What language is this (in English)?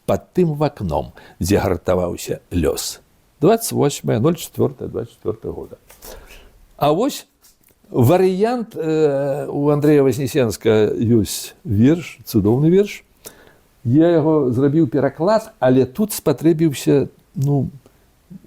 Belarusian